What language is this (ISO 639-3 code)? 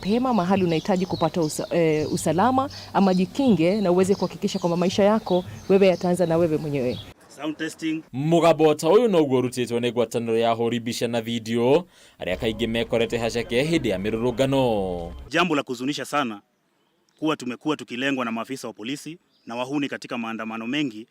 kik